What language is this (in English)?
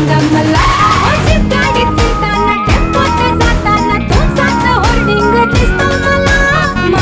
Marathi